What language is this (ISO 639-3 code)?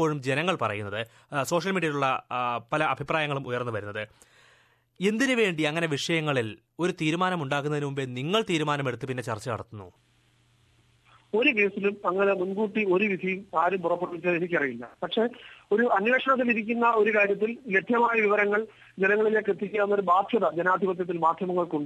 mal